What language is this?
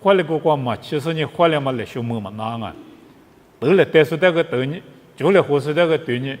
Lisu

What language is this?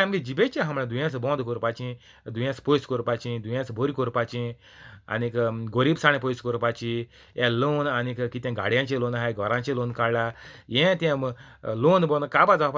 Konkani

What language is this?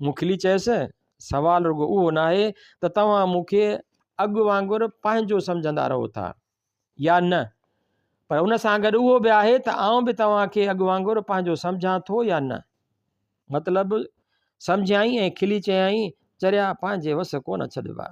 Sindhi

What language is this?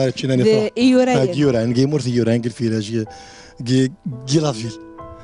Kabyle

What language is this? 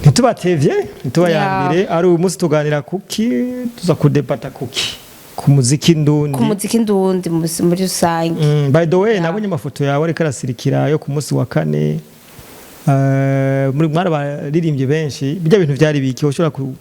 Rundi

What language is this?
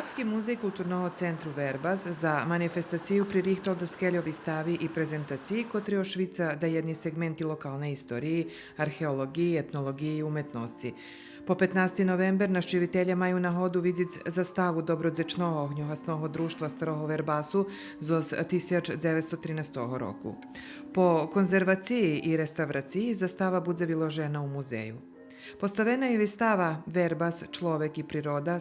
Rusyn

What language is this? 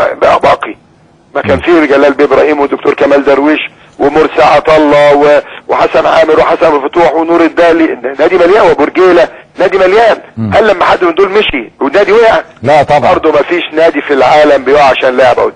Egyptian Arabic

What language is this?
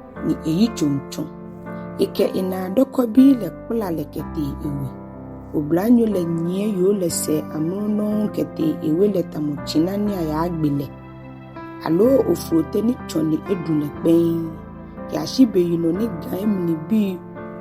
Ga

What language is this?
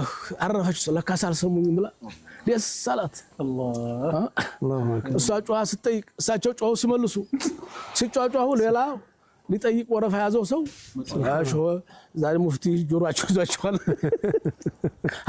Amharic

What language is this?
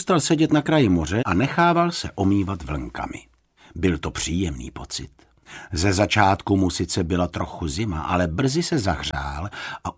Czech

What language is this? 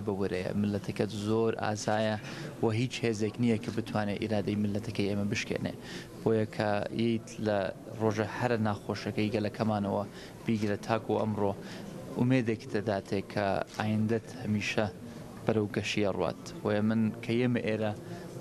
Central Kurdish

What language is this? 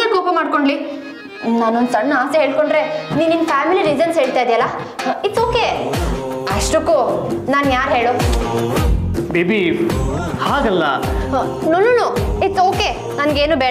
Kannada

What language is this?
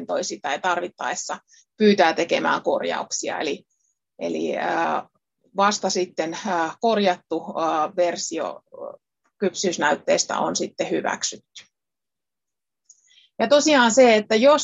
Finnish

